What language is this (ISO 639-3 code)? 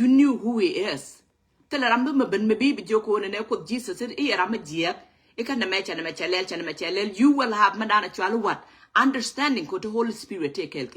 nus